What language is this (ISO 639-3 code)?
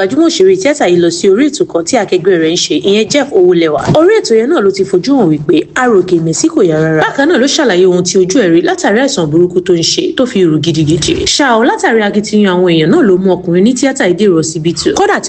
yor